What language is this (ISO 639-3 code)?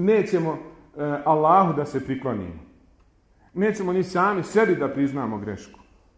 bos